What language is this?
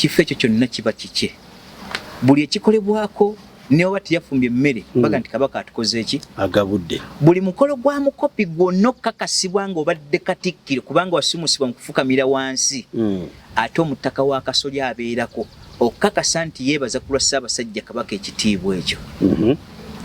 Ganda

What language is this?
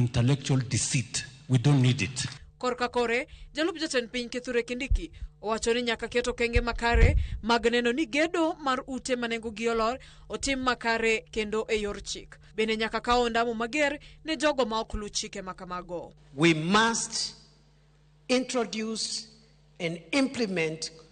Luo (Kenya and Tanzania)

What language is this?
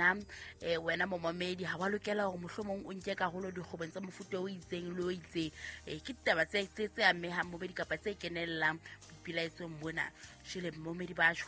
Southern Sotho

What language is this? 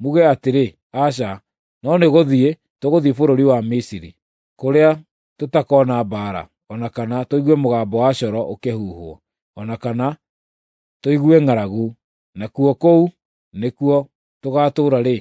Kikuyu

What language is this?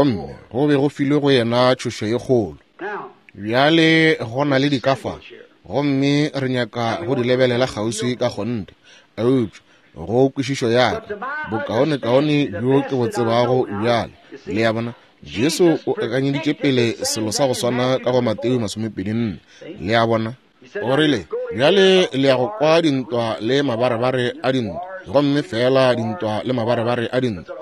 Northern Sotho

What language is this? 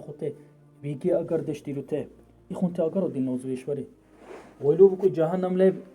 Dargwa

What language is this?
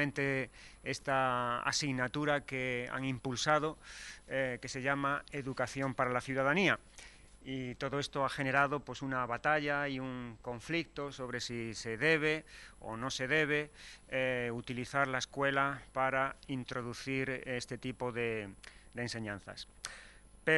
Spanish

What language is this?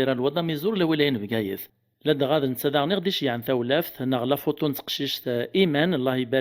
Kabyle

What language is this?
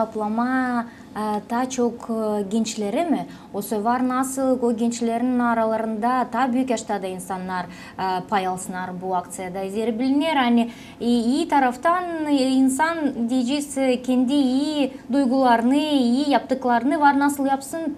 Gagauz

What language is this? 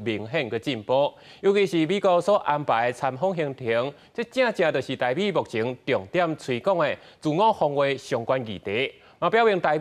Min Nan Chinese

